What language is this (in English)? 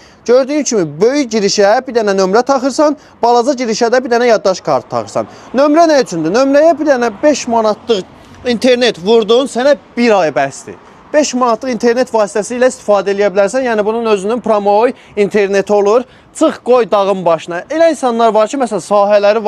Azerbaijani